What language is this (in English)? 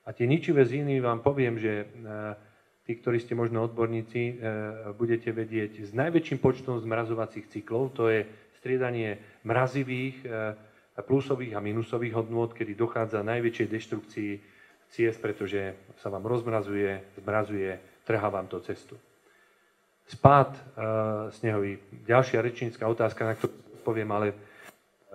Slovak